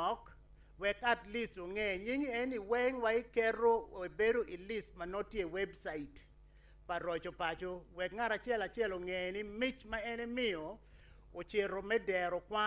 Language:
Acoli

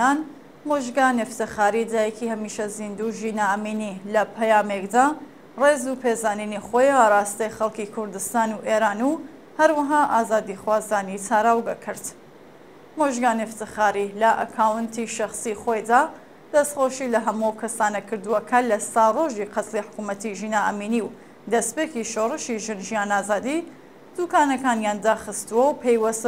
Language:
Central Kurdish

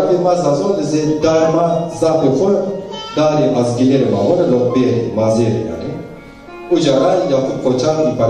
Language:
Zaza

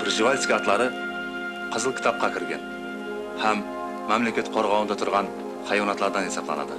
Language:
Kara-Kalpak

